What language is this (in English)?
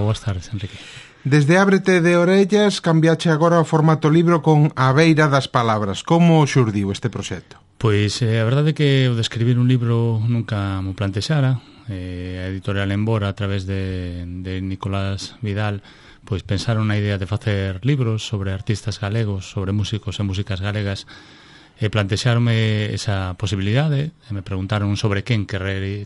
Galician